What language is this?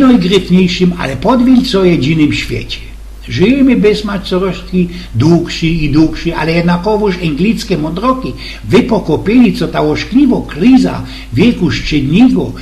Silesian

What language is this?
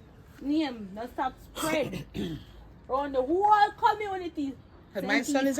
Jamaican Creole English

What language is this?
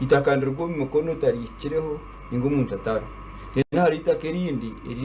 Nyankole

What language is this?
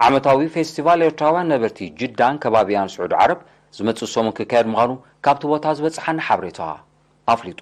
Tigrinya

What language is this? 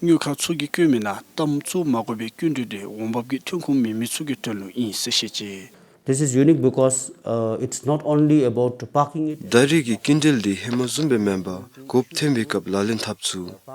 Dzongkha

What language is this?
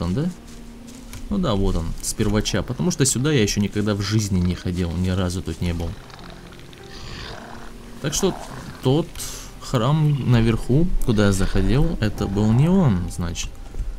Russian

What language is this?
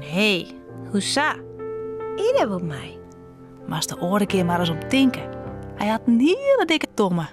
Western Frisian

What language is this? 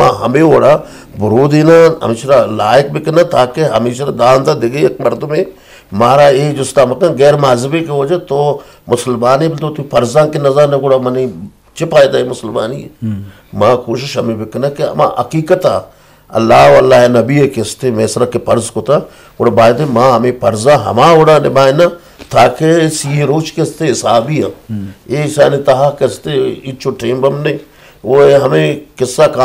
Eastern Balochi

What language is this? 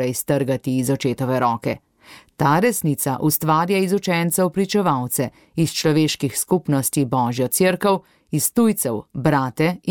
Slovenian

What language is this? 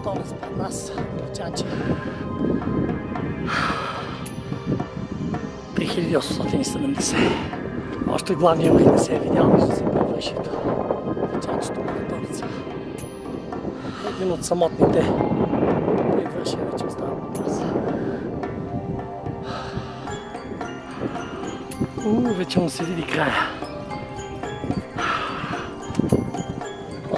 Bulgarian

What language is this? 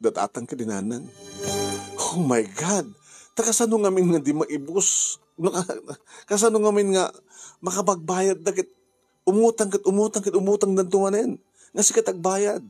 Iloko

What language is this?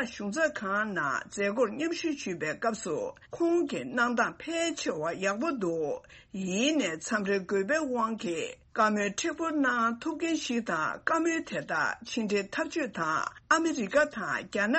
Tibetan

